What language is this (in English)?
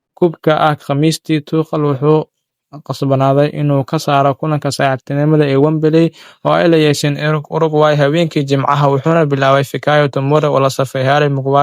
Somali